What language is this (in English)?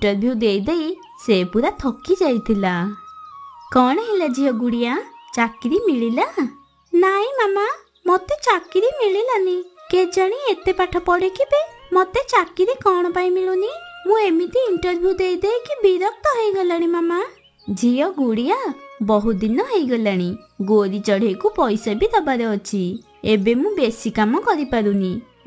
Odia